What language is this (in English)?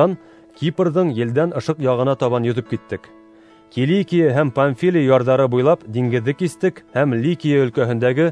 Bashkir